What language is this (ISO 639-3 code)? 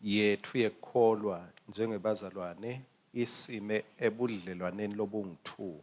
ssw